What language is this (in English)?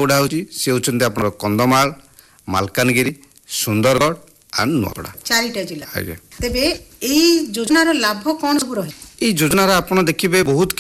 Odia